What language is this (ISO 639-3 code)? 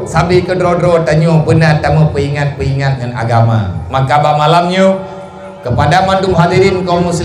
ace